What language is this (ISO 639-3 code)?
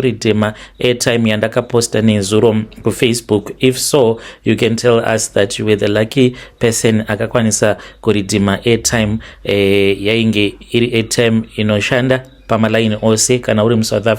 sna